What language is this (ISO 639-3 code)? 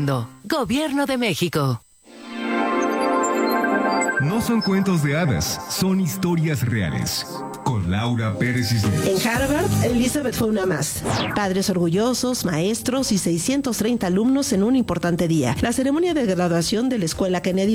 spa